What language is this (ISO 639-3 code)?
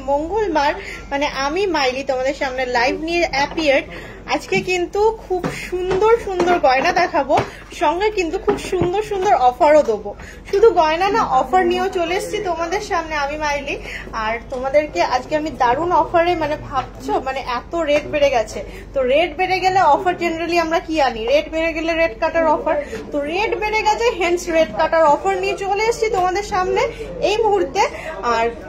ben